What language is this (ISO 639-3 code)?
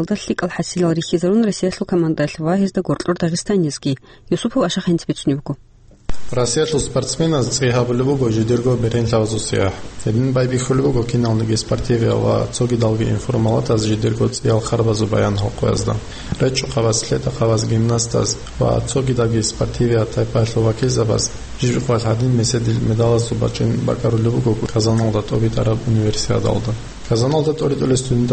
ava